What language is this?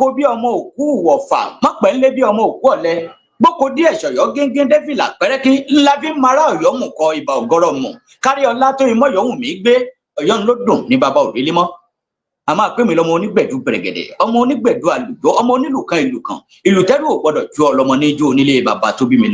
Yoruba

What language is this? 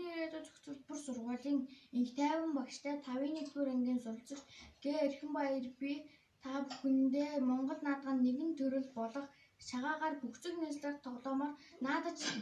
Mongolian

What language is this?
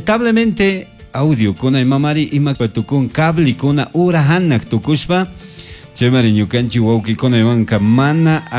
Chimborazo Highland Quichua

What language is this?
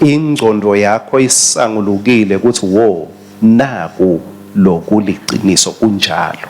Swati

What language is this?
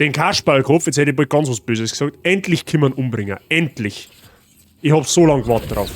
Bavarian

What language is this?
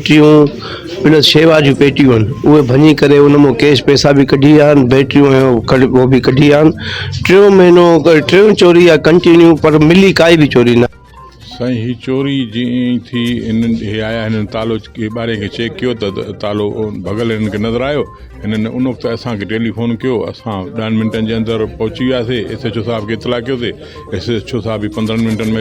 Sindhi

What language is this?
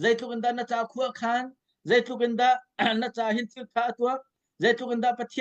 Hakha Chin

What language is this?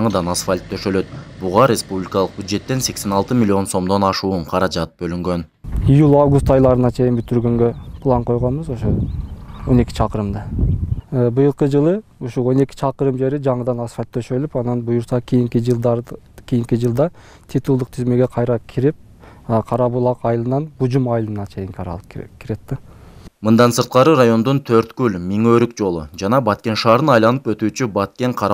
Kyrgyz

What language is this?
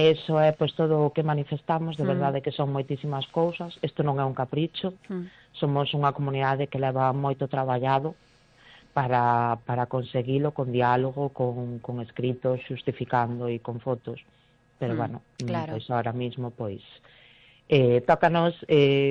Galician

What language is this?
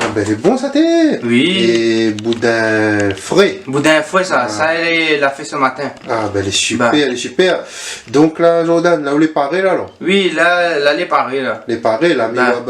Réunion Creole French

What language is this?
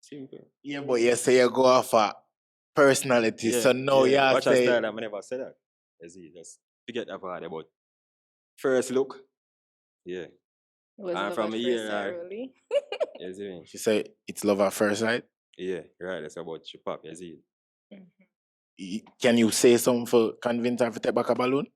Jamaican Creole English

